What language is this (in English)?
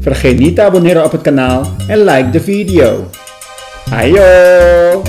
Papiamento